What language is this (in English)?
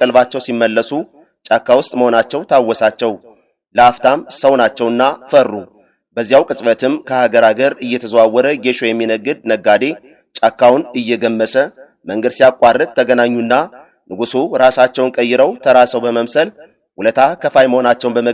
Amharic